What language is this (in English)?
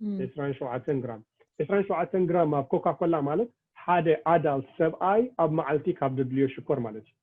Tigrinya